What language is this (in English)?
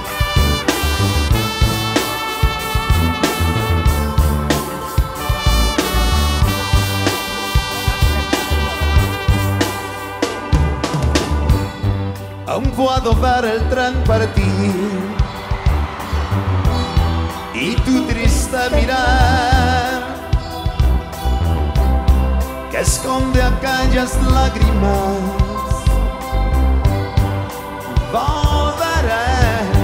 Spanish